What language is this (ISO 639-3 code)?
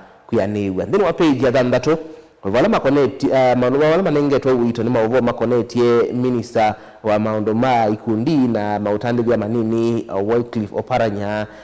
kam